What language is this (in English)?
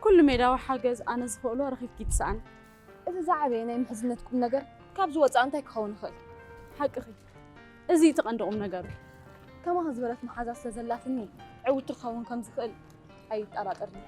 Tigrinya